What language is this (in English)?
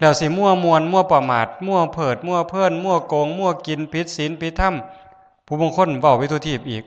Northeastern Thai